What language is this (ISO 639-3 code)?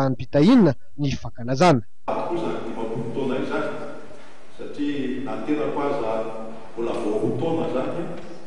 mlg